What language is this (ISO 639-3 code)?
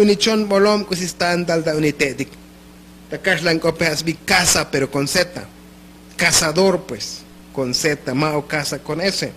tzo